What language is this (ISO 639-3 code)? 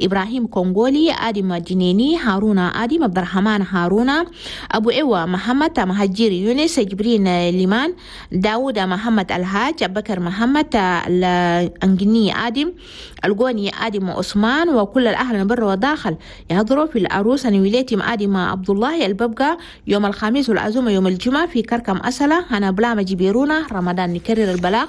shu